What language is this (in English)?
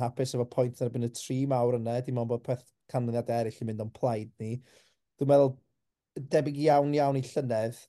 Welsh